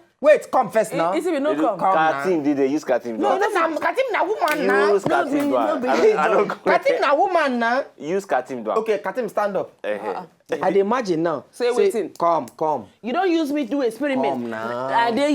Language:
Nigerian Pidgin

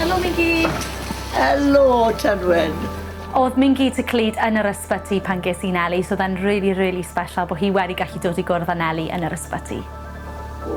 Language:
Welsh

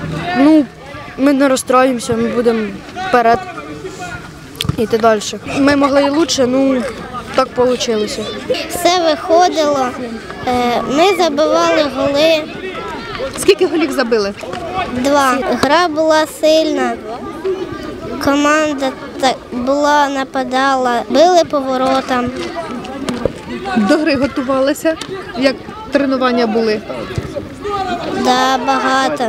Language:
Ukrainian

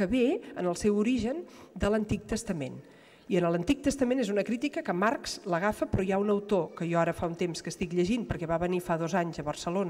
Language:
Catalan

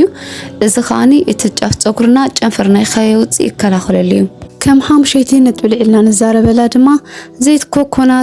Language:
Tigrinya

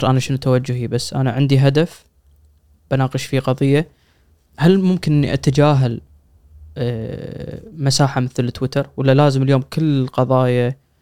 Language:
Gulf Arabic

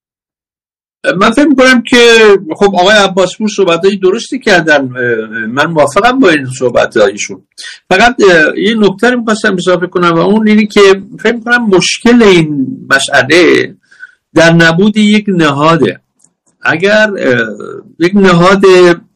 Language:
Persian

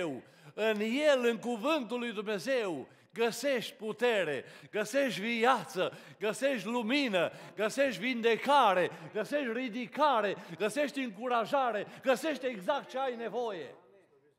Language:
Romanian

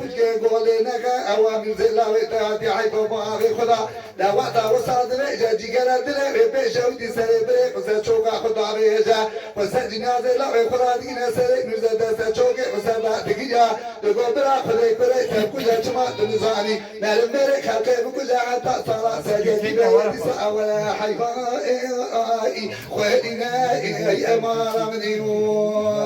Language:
Kurdish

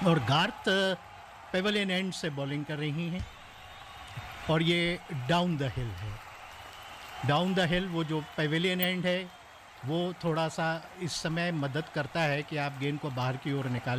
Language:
Hindi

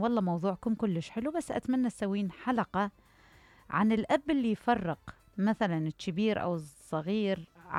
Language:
Mesopotamian Arabic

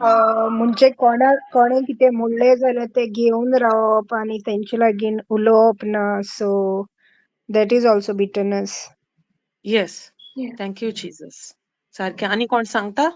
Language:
Konkani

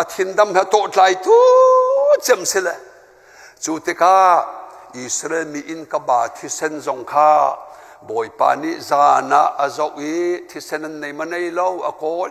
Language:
Hakha Chin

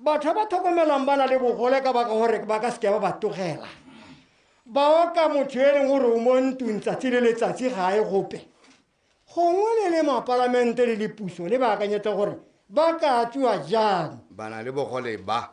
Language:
Tswana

